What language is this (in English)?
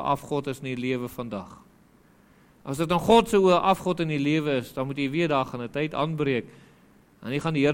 Afrikaans